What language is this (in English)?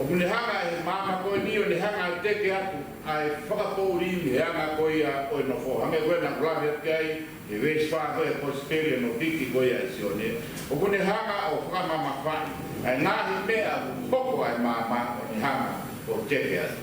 Tongan